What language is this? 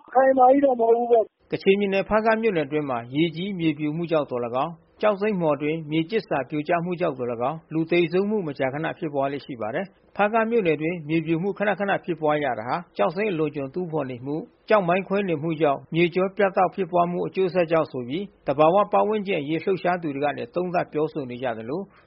Burmese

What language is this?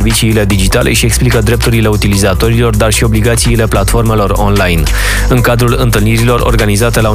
Romanian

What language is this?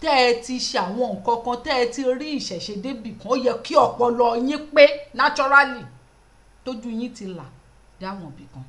Yoruba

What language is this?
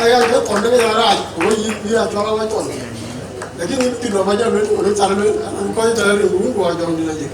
Dinka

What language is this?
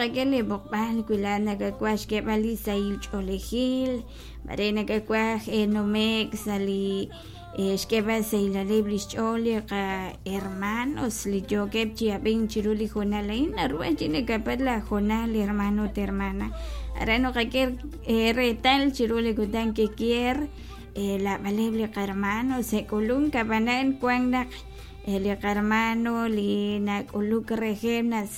Kekchí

